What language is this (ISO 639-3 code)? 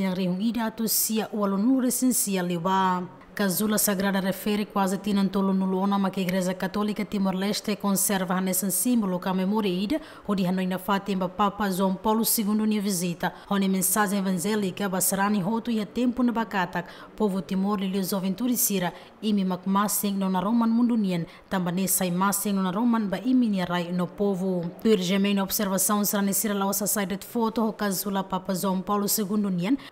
tet